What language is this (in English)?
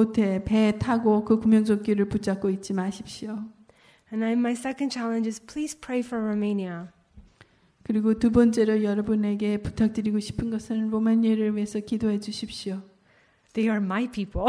Korean